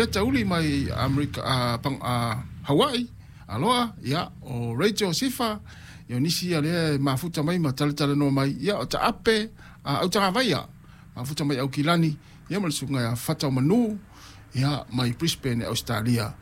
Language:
Samoan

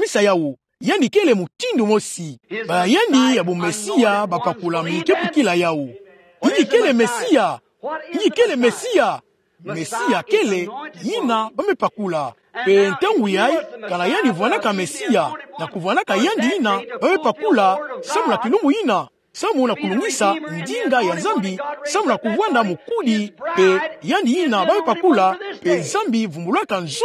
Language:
Kituba (Democratic Republic of Congo)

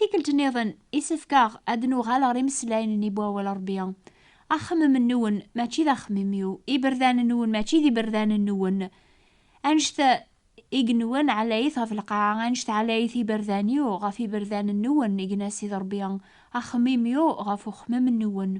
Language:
Kabyle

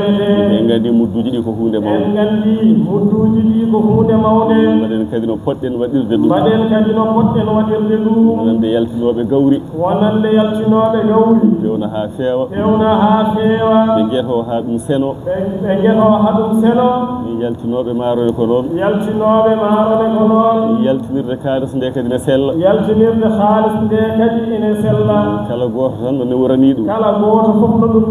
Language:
Fula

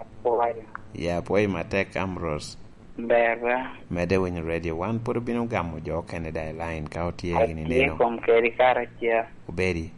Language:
Lango (Uganda)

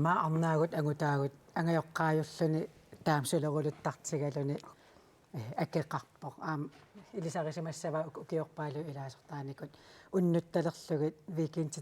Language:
Kalaallisut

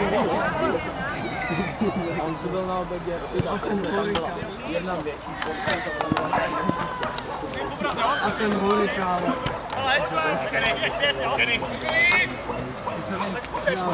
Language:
Czech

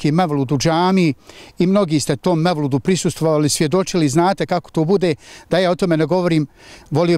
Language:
Bosnian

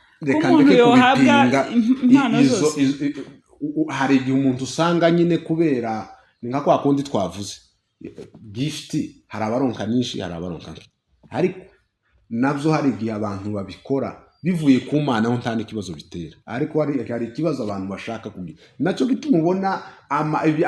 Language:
Kinyarwanda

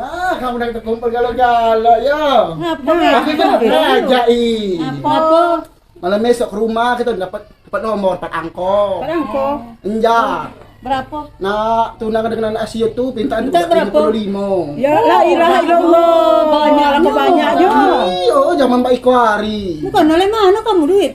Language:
Musi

